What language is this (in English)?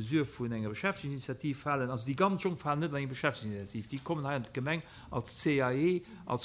Luxembourgish